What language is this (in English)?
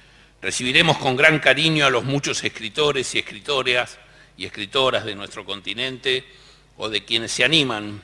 Spanish